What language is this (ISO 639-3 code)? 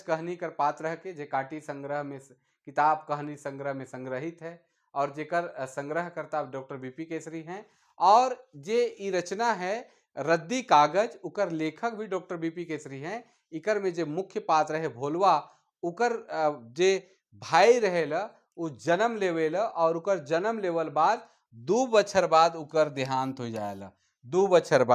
sck